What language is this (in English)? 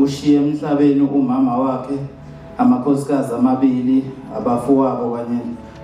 Zulu